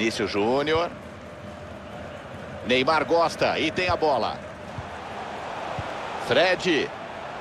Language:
Portuguese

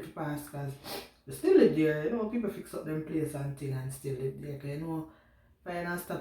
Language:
Jamaican Creole English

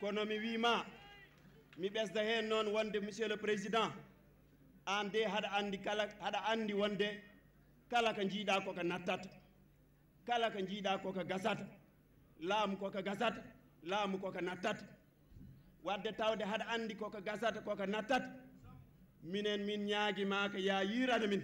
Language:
Fula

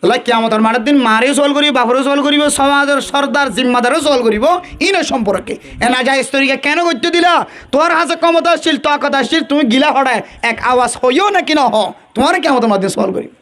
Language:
Rohingya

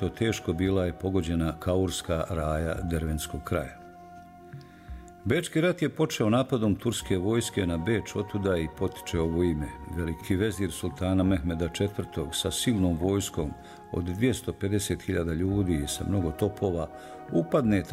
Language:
Bosnian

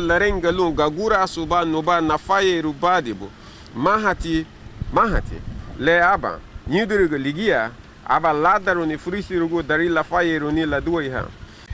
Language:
Garifuna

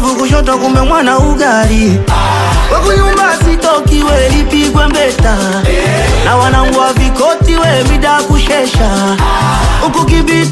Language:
Swahili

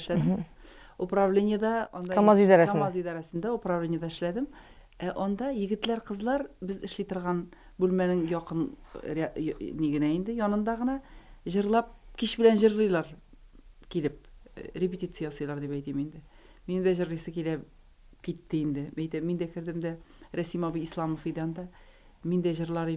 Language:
Tatar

